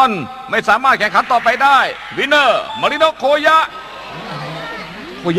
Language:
Thai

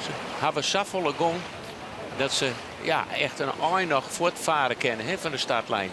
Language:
Western Frisian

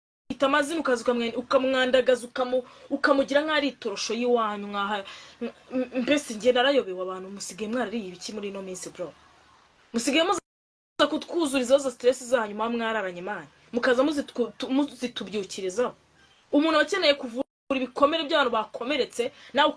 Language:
Kinyarwanda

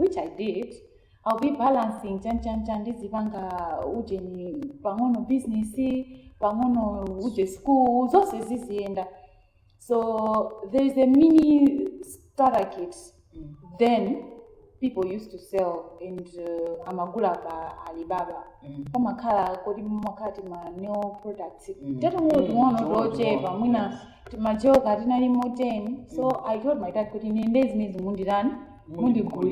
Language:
Nyanja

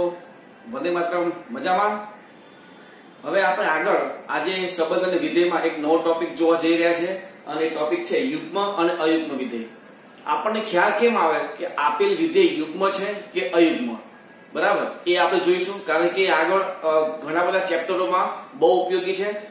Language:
Gujarati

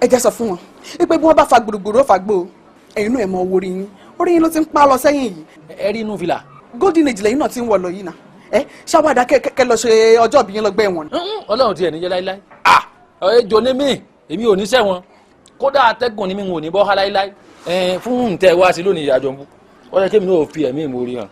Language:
Yoruba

